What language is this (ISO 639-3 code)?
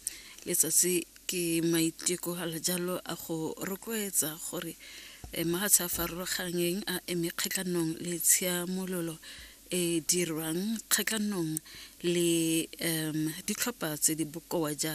tsn